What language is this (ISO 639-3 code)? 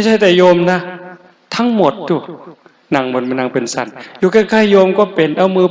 tts